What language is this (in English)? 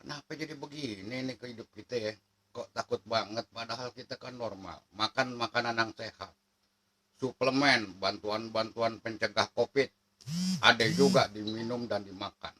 Betawi